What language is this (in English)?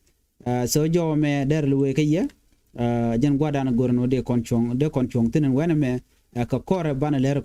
Nuer